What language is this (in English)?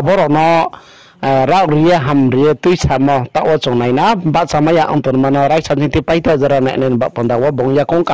Riang (India)